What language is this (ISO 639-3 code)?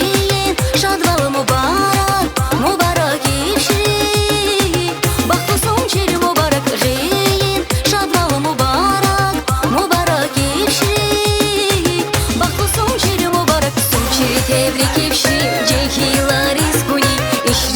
tab